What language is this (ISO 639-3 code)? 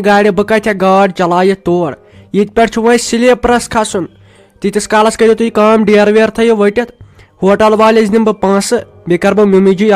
kas